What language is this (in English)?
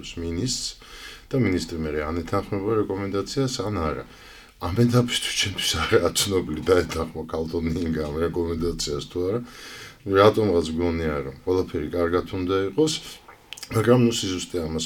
Georgian